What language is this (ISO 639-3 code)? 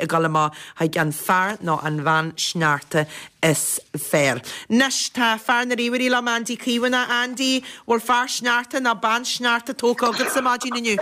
gle